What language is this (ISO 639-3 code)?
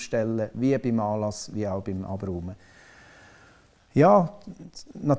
deu